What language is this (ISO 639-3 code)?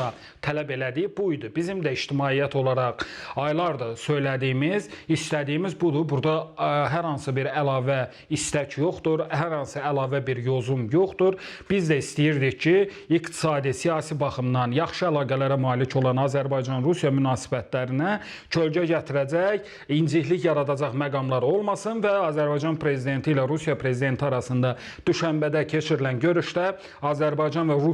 aze